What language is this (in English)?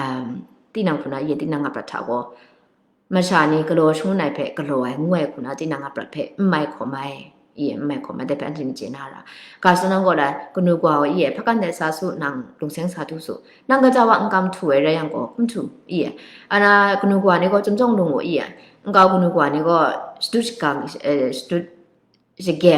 Kachin